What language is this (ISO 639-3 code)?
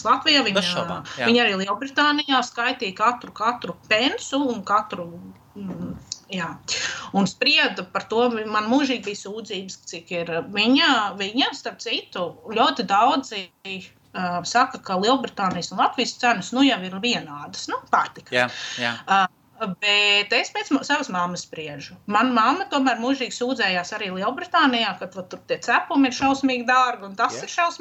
lav